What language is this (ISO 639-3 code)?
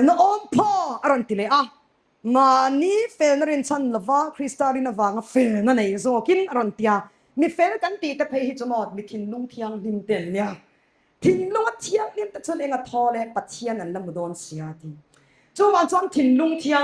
lus